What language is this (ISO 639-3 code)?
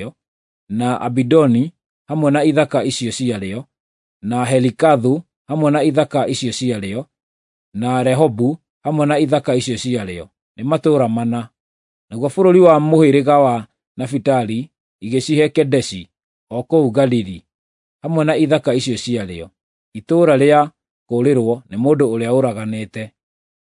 kik